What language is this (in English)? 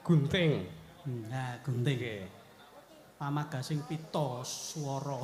Javanese